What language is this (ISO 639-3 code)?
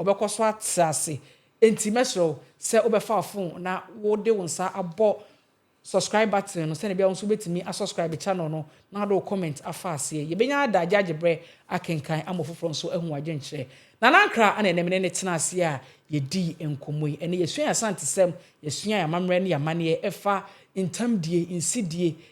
aka